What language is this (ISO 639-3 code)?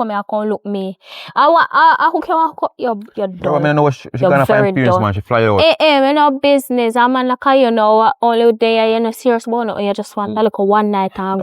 jam